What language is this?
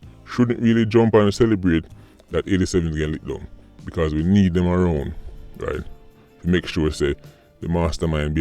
Jamaican Creole English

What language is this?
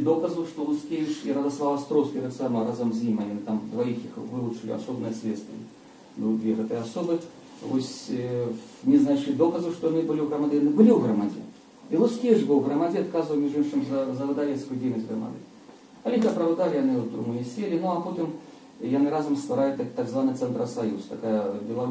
Belarusian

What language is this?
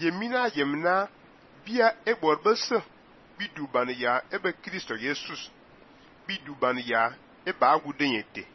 Fang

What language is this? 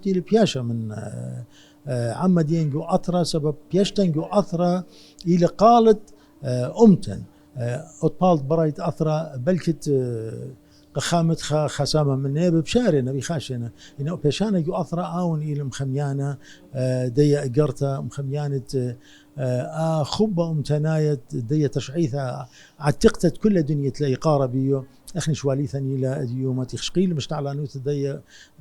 Assyrian Neo-Aramaic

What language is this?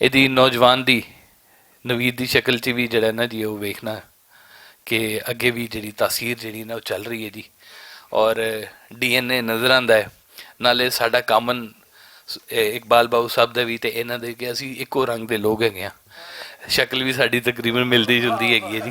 Western Panjabi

